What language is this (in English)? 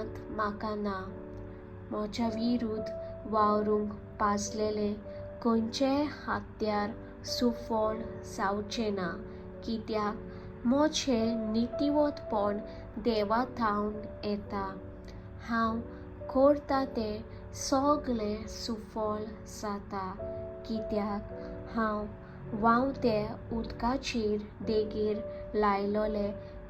Konkani